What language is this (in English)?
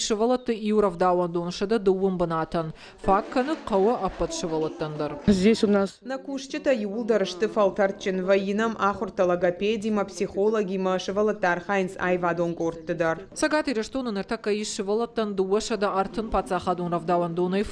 Ossetic